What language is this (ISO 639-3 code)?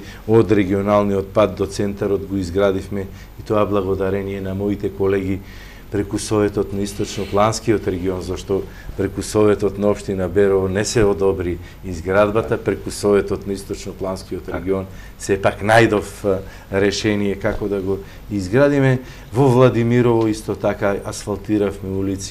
mkd